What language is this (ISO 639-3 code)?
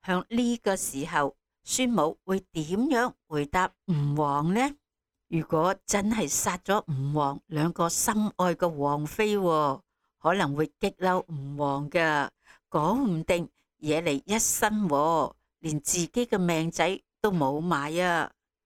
yue